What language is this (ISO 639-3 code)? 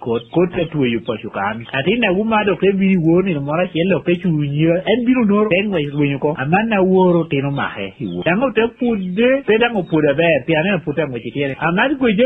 laj